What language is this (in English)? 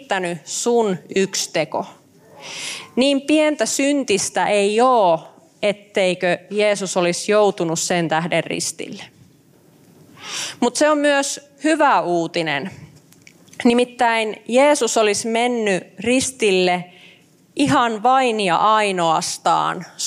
Finnish